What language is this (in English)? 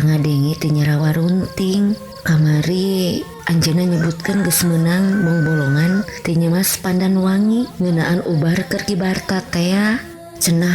Sundanese